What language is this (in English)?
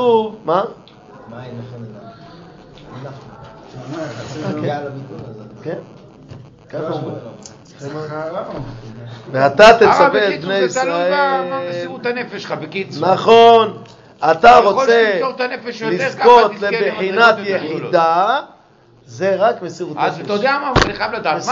Hebrew